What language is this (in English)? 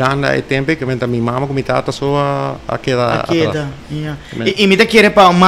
Papiamento